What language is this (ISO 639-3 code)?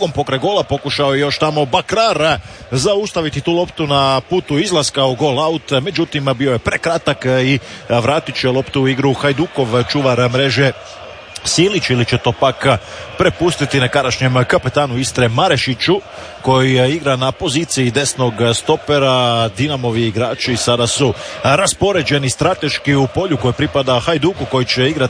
hrv